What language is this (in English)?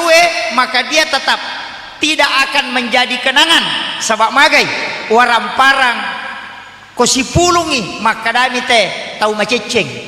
Buginese